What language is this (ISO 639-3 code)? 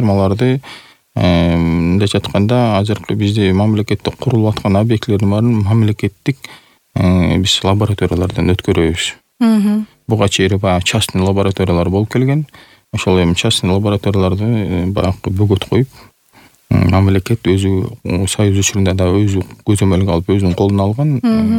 kir